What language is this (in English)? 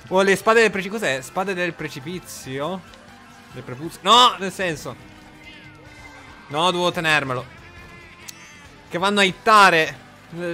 Italian